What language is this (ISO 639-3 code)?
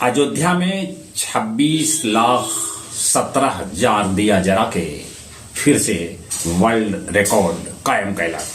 mag